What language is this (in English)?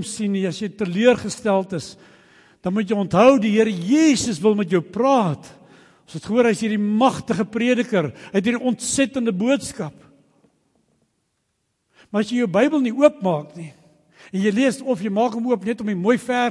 Afrikaans